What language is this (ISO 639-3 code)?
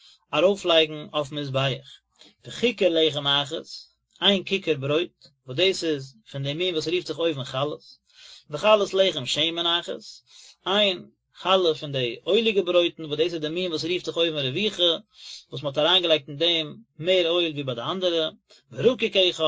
yid